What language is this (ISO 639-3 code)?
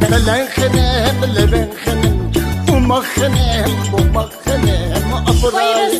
uig